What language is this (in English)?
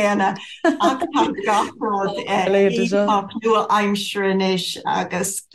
Irish